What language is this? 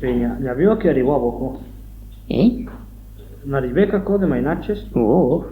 Occitan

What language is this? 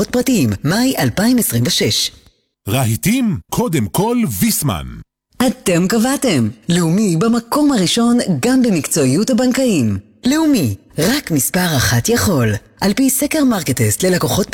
Hebrew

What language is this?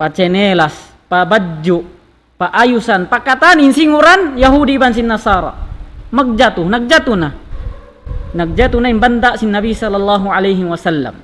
Tausug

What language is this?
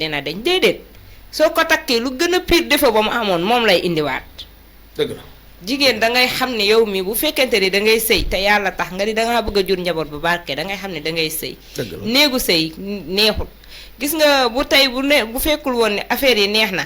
Wolof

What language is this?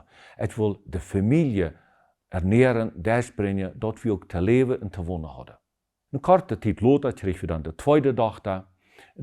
Plautdietsch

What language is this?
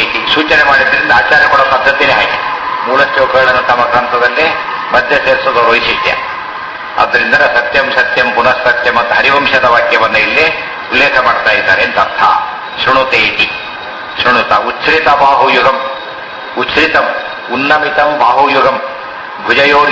Kannada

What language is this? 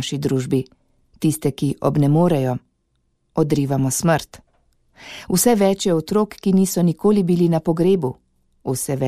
Slovenian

